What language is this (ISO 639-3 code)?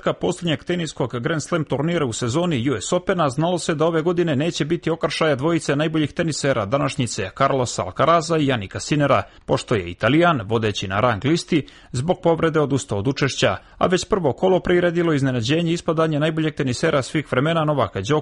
srp